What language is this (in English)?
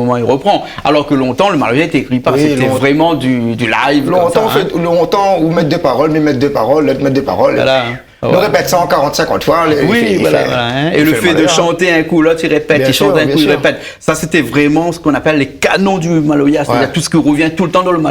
Réunion Creole French